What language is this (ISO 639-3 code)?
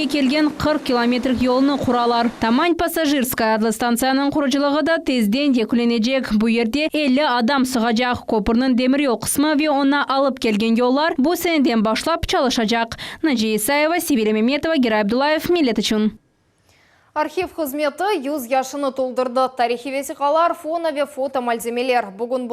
crh